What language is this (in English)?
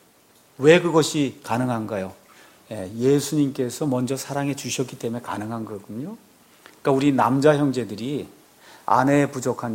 Korean